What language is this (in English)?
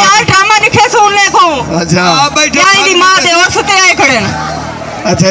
Saraiki